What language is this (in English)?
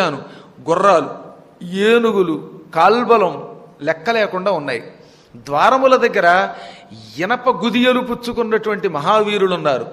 Telugu